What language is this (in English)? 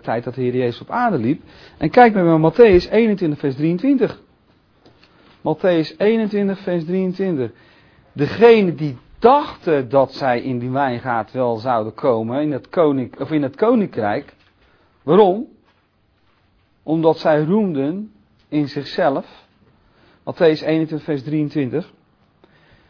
Dutch